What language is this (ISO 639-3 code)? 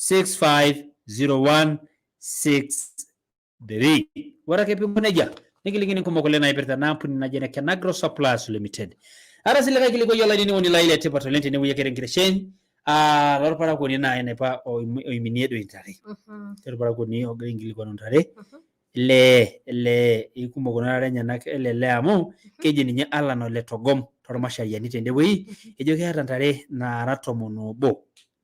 mas